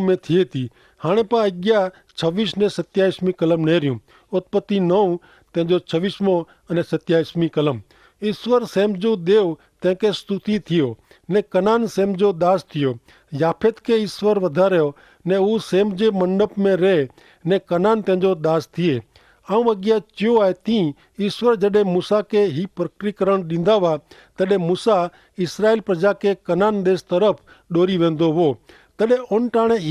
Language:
Kachhi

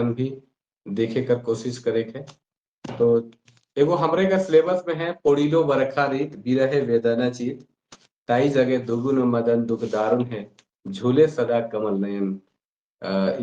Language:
Sadri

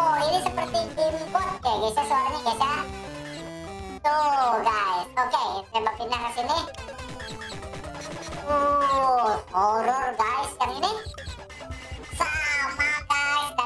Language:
Indonesian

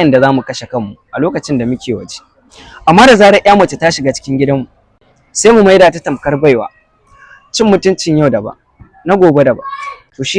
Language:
Hausa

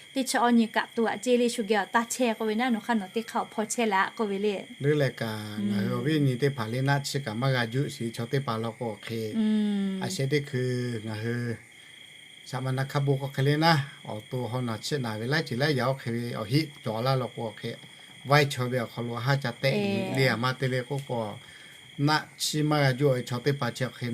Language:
Lahu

